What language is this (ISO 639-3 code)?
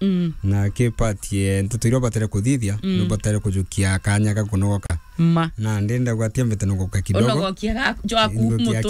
mer